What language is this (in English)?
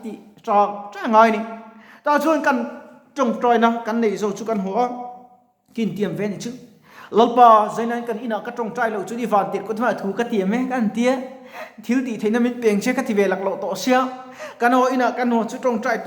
Mizo